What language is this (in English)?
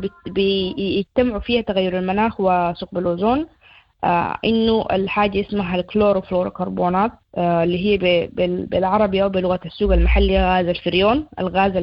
Sudanese Arabic